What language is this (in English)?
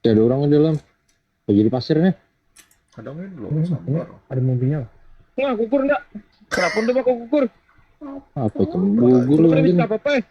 Banjar